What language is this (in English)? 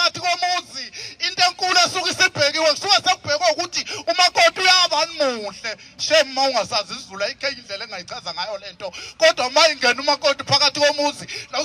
Zulu